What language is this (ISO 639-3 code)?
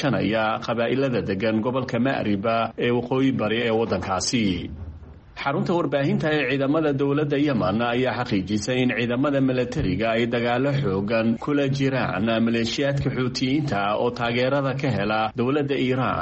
som